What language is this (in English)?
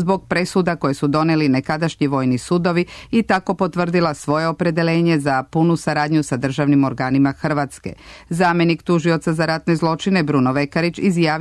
Serbian